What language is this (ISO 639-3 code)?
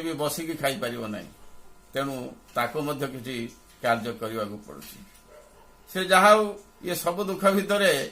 ori